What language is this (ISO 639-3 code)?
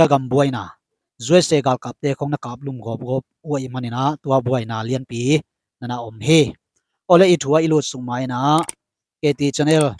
ctd